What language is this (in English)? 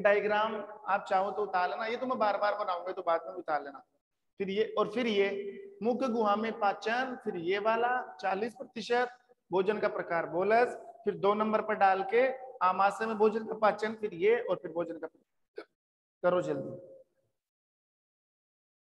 Hindi